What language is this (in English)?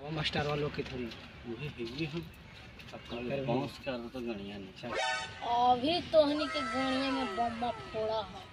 Magahi